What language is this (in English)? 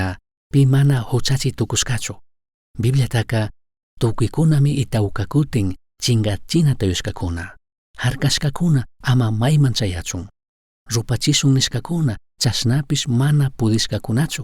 Chimborazo Highland Quichua